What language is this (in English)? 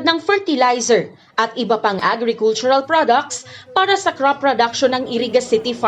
Bikol